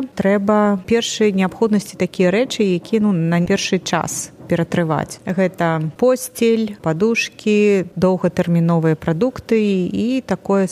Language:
Belarusian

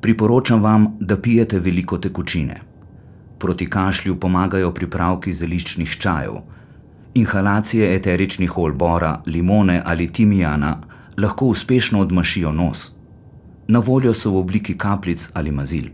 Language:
Slovenian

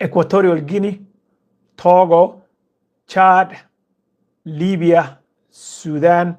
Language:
Somali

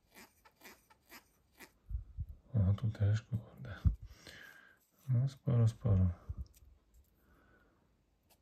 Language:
Polish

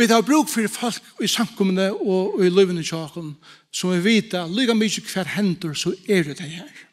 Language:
Faroese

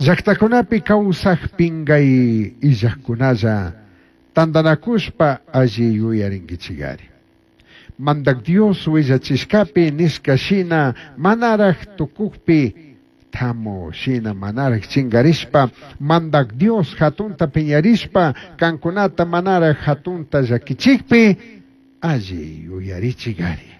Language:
Chimborazo Highland Quichua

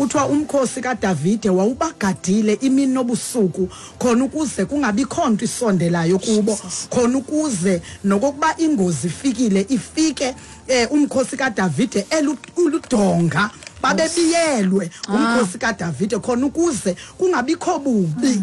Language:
Xhosa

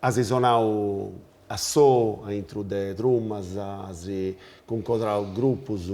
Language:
Sardinian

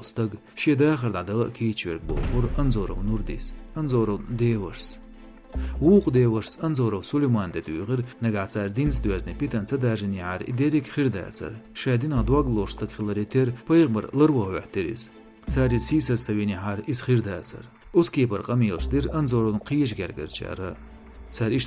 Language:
Chechen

